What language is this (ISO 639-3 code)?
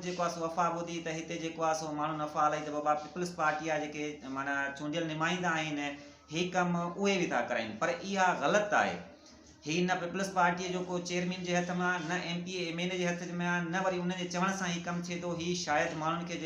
snd